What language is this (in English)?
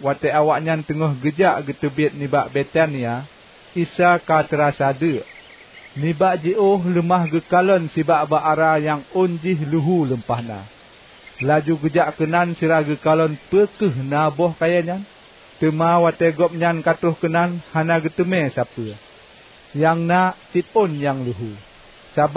Achinese